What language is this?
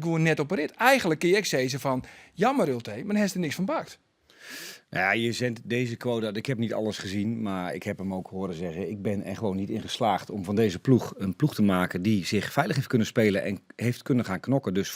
Western Frisian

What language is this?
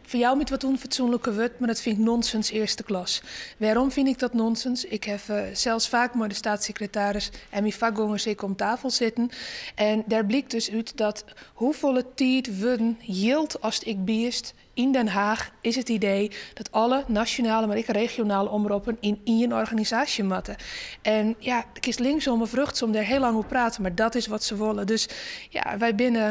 Western Frisian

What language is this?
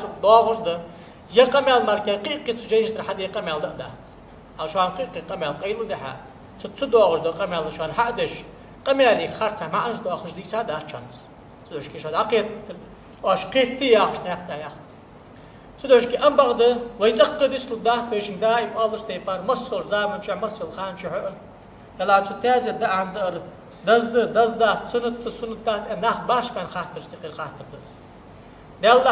Ingush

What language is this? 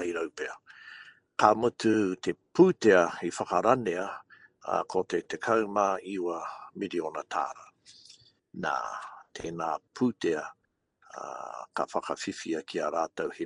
Māori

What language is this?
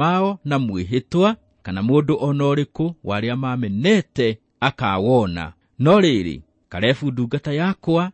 Kikuyu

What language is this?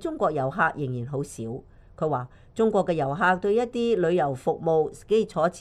Cantonese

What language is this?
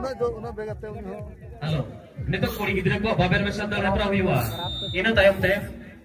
Santali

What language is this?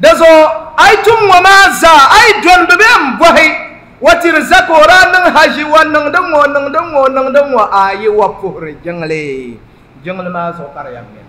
Dagbani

